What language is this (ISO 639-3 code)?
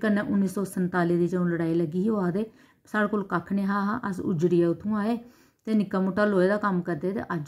doi